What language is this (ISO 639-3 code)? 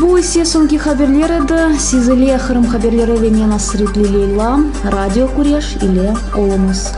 crh